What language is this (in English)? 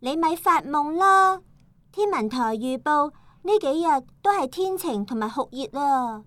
Cantonese